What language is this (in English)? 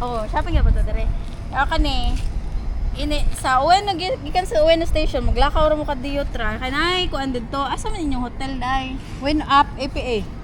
Cebuano